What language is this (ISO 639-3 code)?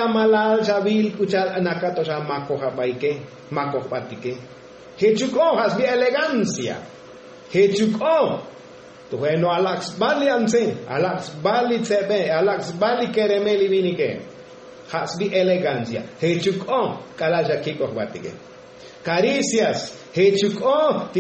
tzo